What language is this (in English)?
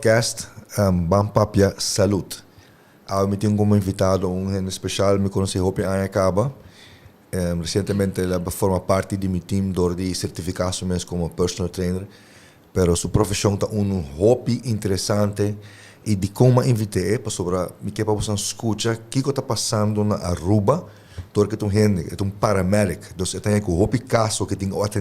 Papiamento